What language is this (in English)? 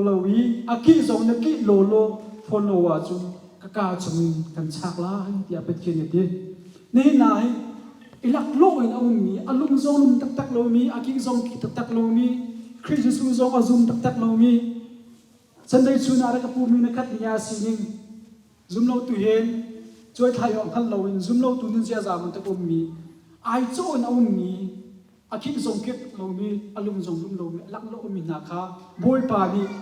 Hakha Chin